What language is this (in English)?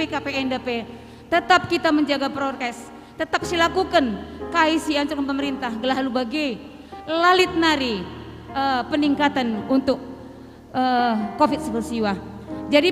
Batak Karo